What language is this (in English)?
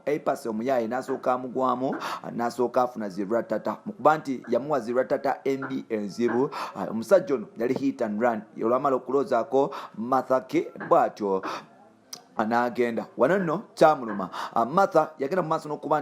Ganda